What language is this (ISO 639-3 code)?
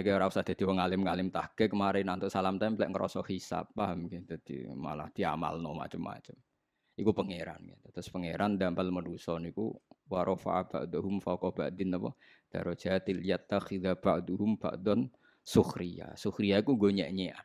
jav